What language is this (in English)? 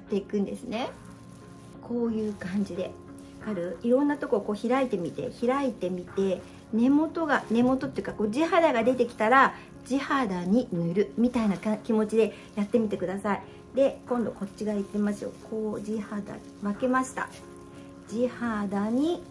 Japanese